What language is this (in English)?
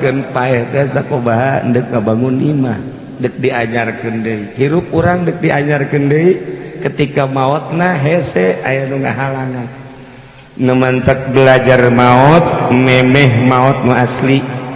Sundanese